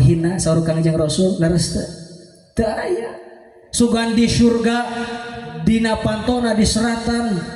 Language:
Sundanese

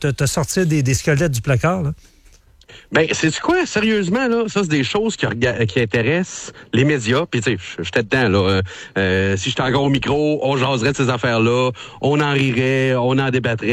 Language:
French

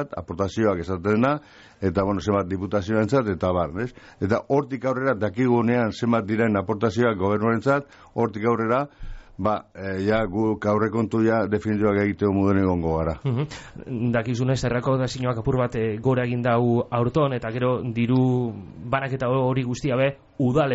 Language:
Basque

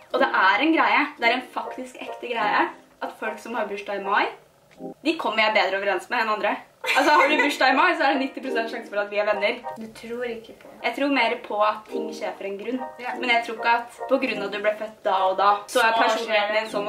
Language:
Norwegian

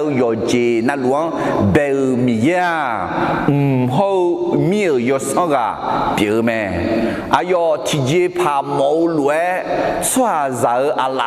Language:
Akha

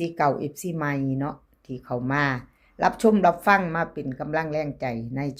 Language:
Northeastern Thai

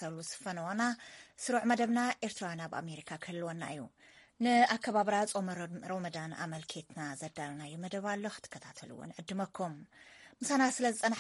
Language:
Tigrinya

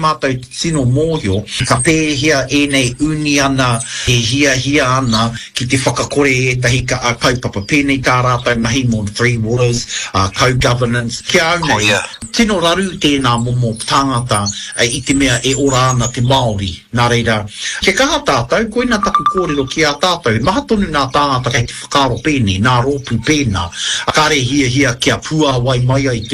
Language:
Māori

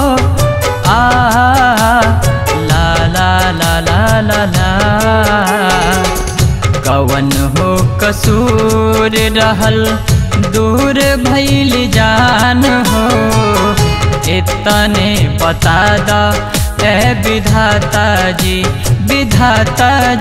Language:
Bhojpuri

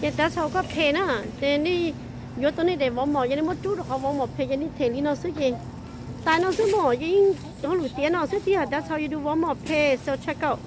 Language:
Hmong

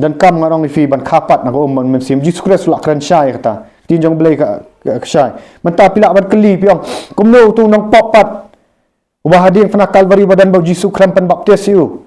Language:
Khasi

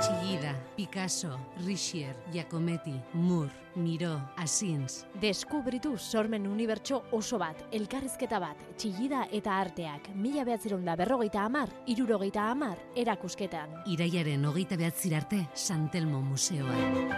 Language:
Basque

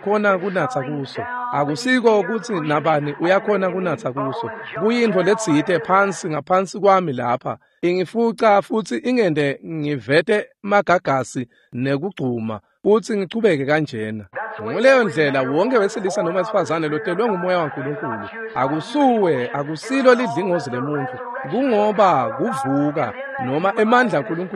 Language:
Swati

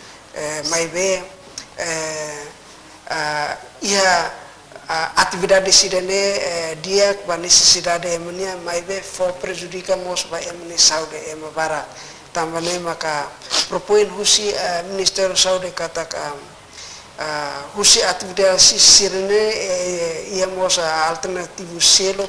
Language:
Tetum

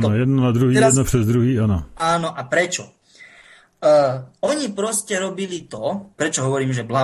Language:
Slovak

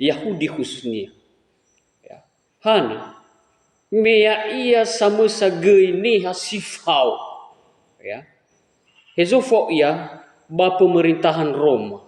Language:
Nias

